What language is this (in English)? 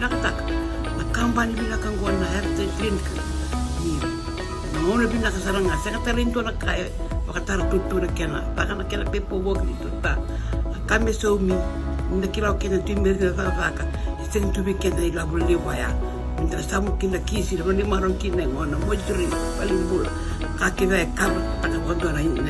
Fijian